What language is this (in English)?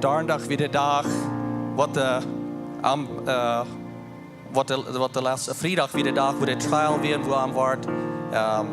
Plautdietsch